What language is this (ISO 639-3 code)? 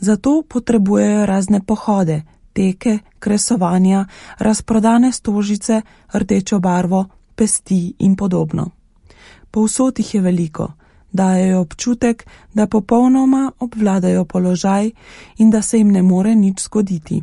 slv